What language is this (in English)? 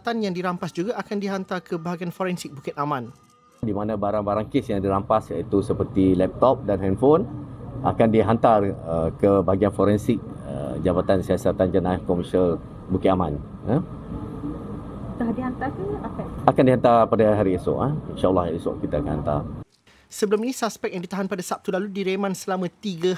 Malay